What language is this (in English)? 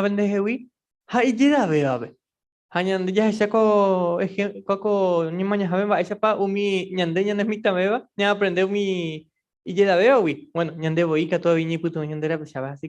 Guarani